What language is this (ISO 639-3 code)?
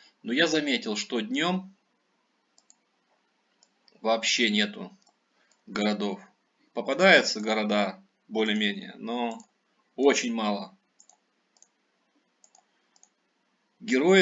rus